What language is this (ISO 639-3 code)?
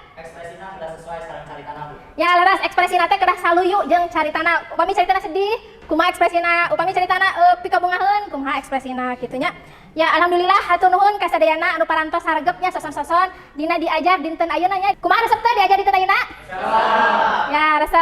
sun